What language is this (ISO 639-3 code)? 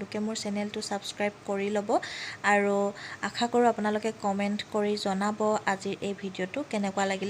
asm